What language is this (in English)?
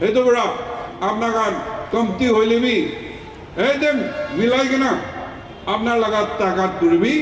Naga Pidgin